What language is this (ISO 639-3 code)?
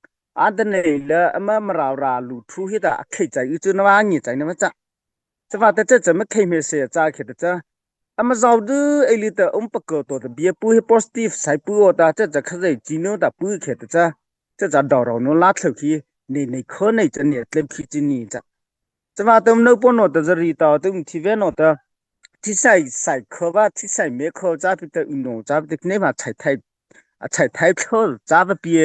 mrh